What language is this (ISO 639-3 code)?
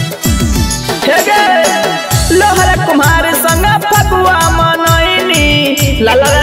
bho